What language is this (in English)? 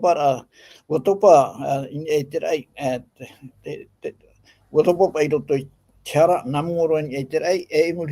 Tahitian